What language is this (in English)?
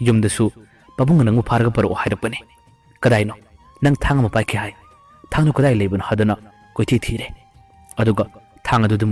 Manipuri